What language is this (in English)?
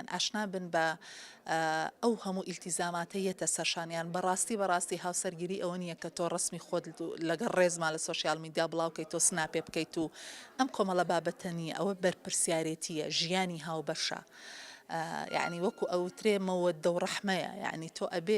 Central Kurdish